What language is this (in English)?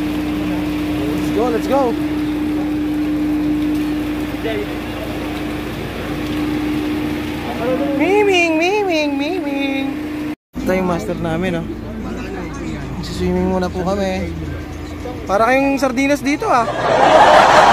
Filipino